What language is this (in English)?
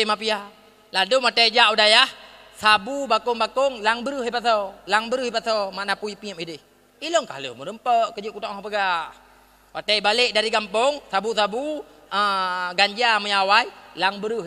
Achinese